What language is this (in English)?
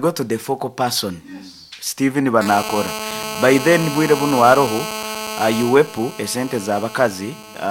Nyoro